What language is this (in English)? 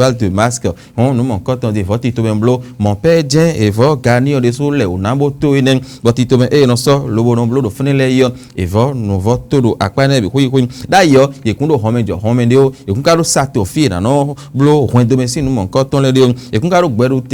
Fon